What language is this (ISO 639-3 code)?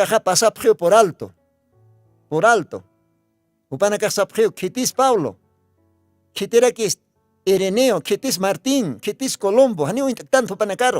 aym